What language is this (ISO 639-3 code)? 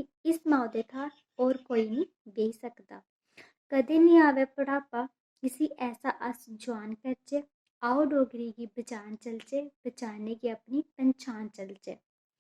doi